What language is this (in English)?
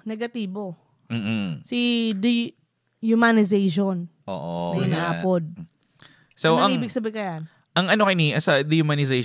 Bikol